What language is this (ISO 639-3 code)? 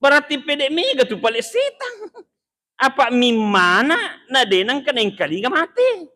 bug